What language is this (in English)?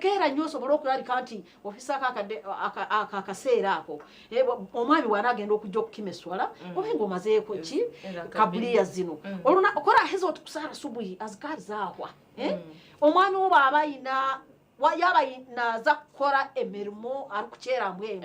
Nyankole